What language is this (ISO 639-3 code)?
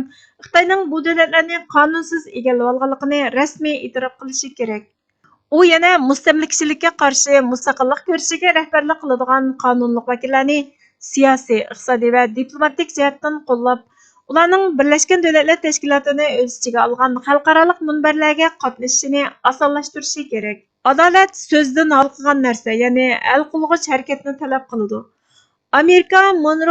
uig